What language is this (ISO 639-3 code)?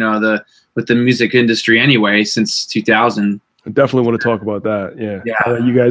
eng